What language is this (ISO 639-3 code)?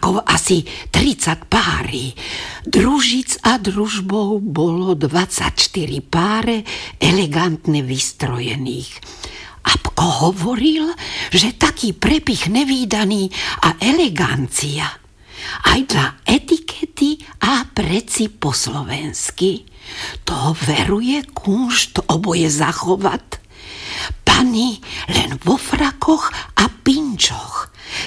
slk